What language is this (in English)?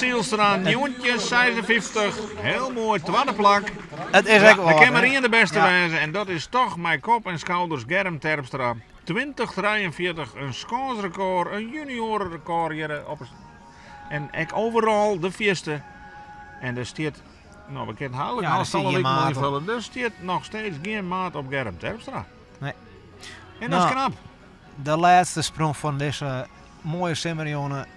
Western Frisian